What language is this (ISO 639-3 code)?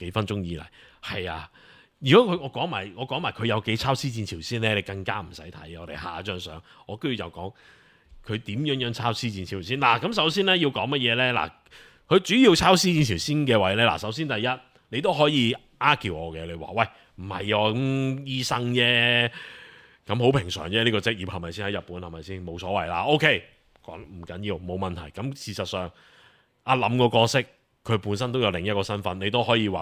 yue